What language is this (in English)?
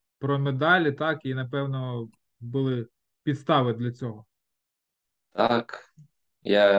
Ukrainian